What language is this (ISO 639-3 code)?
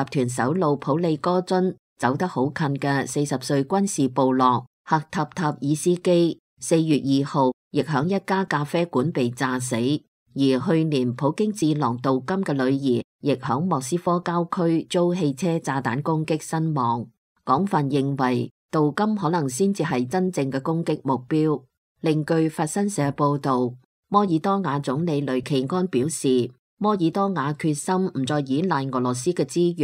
yue